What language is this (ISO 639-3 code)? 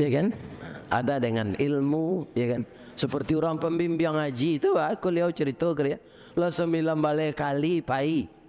min